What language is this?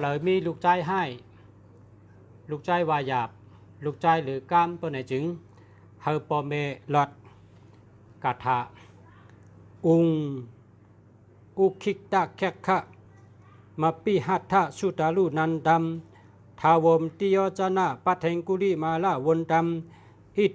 Shan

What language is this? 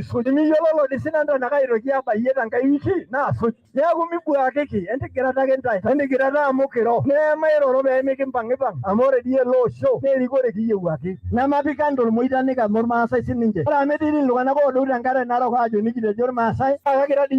Masai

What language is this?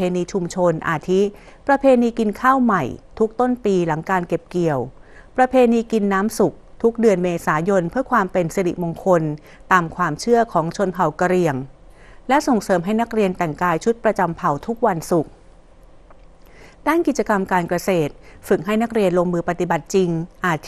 Thai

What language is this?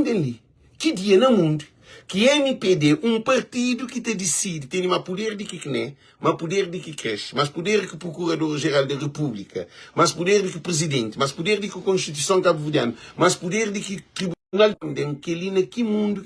Kabuverdianu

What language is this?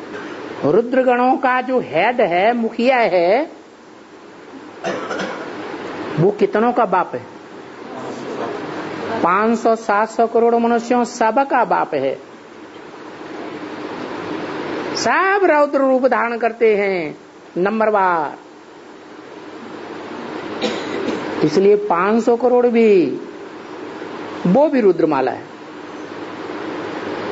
Hindi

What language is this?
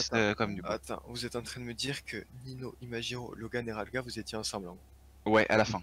French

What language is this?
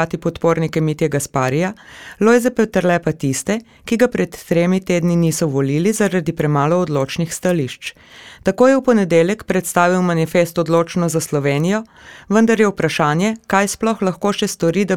Slovenian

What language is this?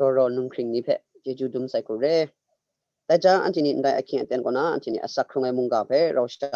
Kachin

